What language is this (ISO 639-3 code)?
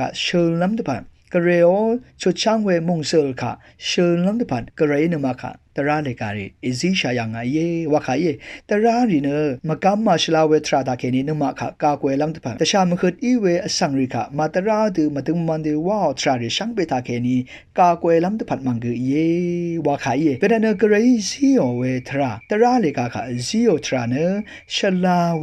raw